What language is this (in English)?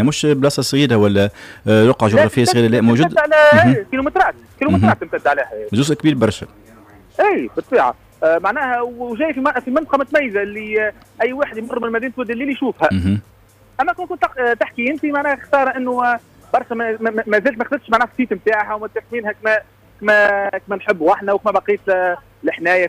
Tunisian Arabic